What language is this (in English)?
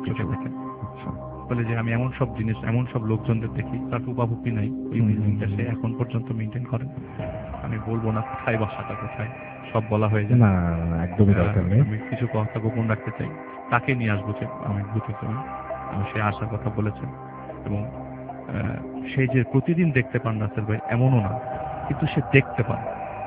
Bangla